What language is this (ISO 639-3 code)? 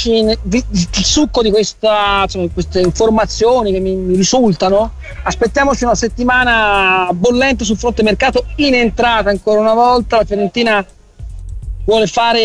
ita